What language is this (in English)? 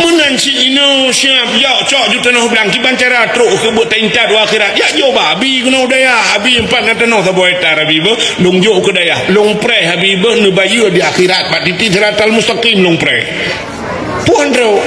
Achinese